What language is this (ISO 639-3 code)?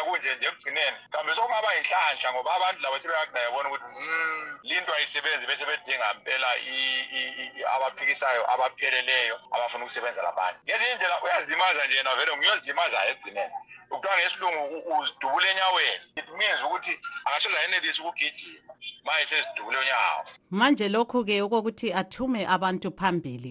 nde